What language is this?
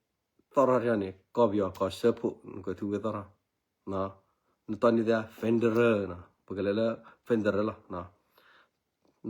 S'gaw Karen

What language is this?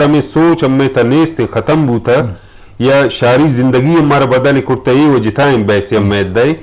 Eastern Balochi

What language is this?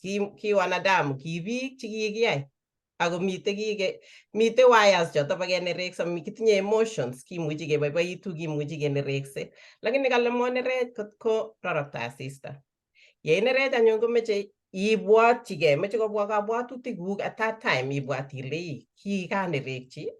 Kalenjin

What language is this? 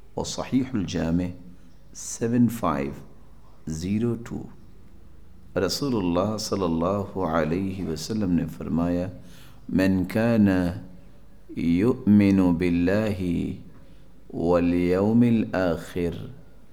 Urdu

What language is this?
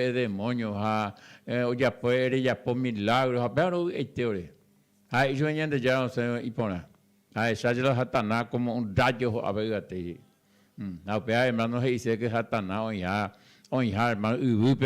Guarani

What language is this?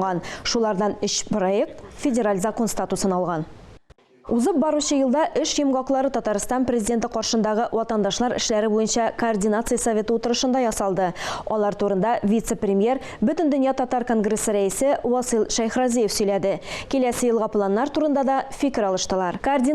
Tatar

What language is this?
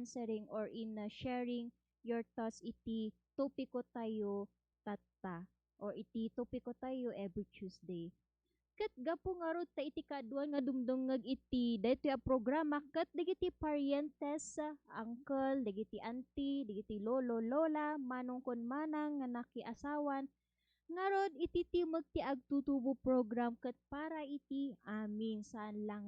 Iloko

